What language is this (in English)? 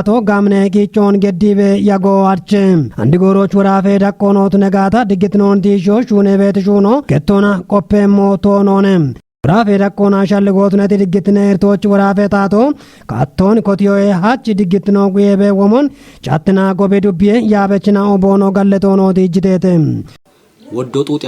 Kafa